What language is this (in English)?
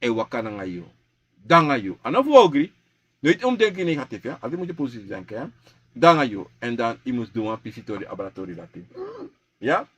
Sranan Tongo